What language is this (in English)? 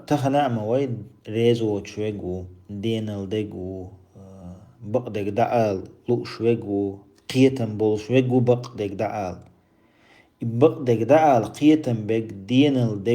Chechen